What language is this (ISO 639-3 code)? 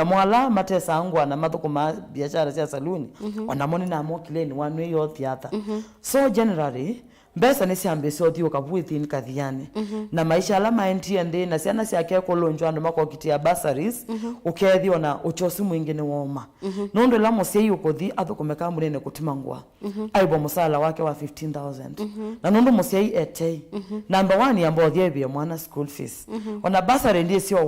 kam